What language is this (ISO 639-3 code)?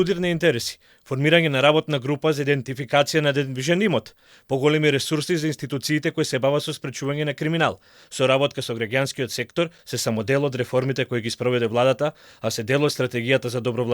mkd